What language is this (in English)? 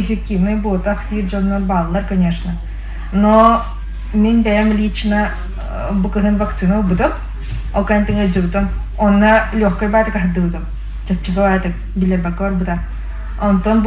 Yakut